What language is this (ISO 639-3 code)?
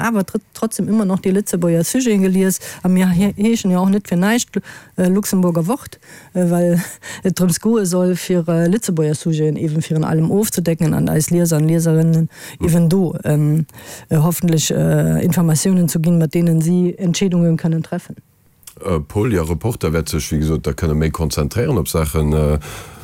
ltz